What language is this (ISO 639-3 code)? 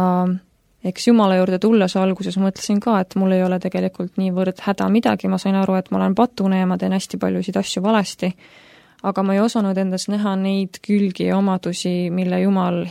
est